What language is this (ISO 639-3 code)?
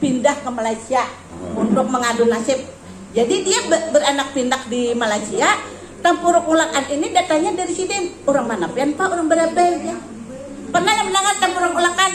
bjn